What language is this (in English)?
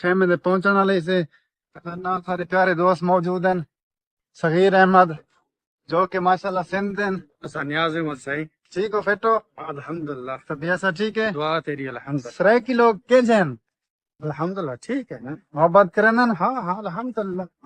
Saraiki